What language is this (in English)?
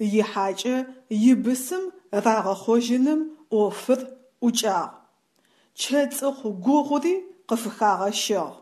Adyghe